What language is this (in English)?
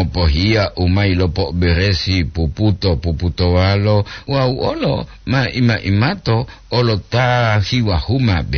Gorontalo